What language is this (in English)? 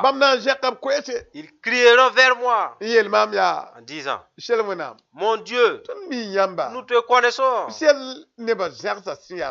Mossi